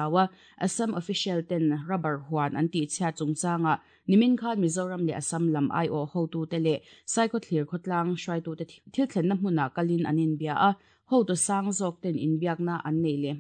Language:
Mizo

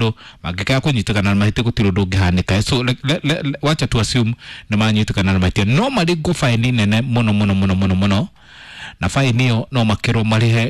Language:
Kikuyu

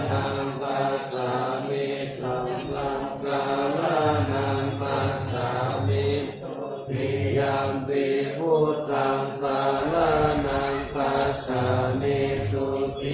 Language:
Pali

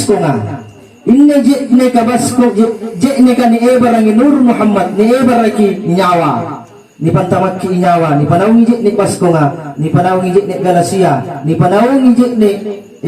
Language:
Makasar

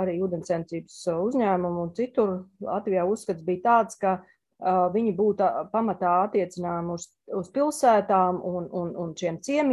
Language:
Latvian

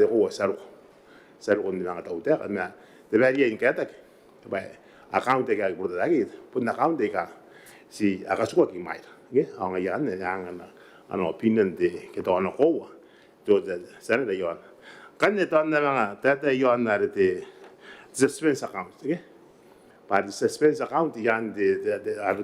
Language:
Gilbertese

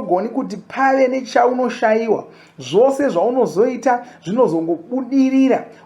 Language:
Shona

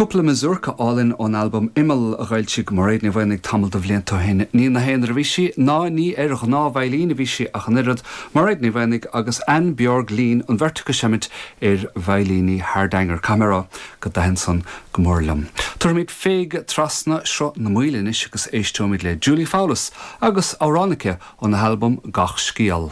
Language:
Irish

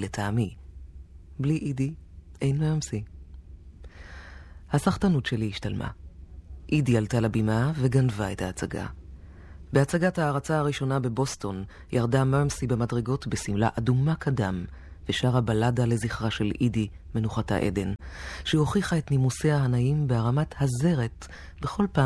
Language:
Hebrew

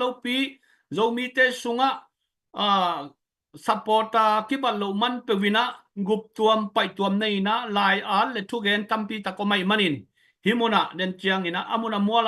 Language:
Tedim Chin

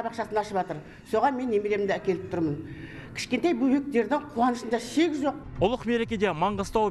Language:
Kazakh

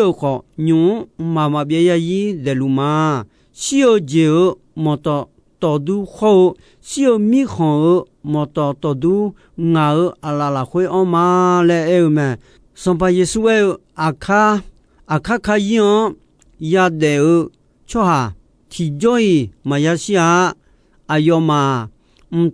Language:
Akha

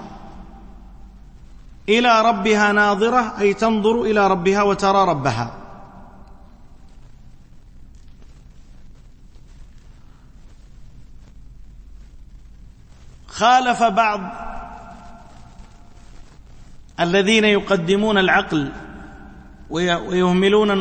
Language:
Arabic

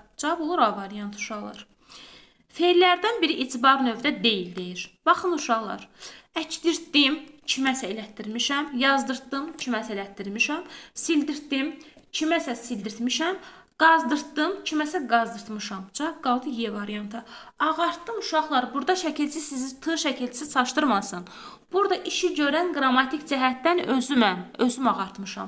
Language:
Azerbaijani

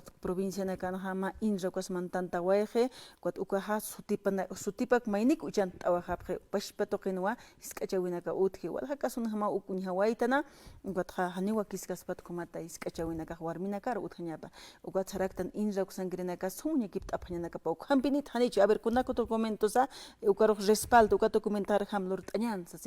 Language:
Aymara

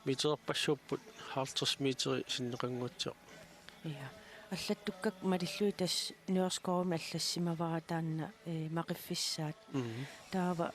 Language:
Kalaallisut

